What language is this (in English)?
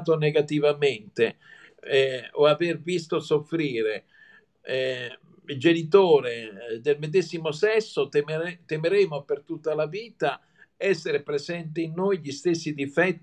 Italian